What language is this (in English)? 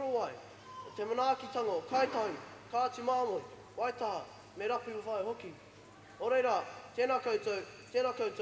Māori